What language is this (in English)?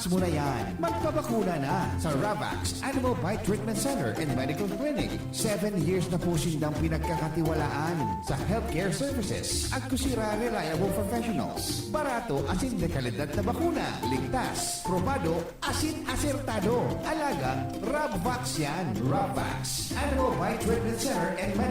Bikol